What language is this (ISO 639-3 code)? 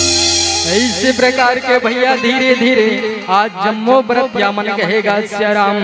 hne